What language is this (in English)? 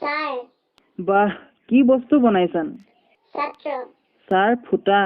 Assamese